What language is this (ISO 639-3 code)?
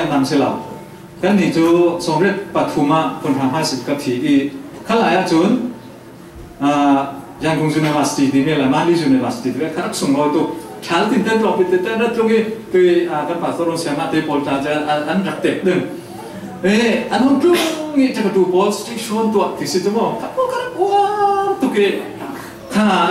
cfm